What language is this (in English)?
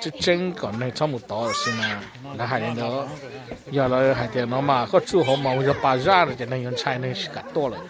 Hmong